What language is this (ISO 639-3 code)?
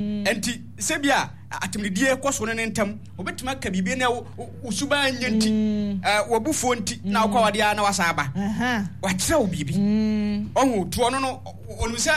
aka